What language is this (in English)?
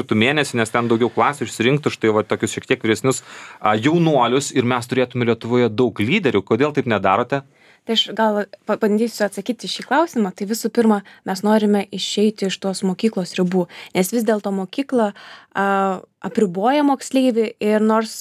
Lithuanian